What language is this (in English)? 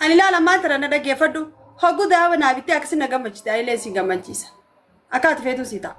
Oromo